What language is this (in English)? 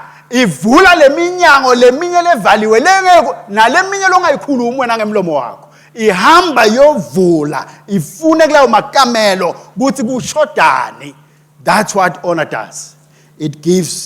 Swati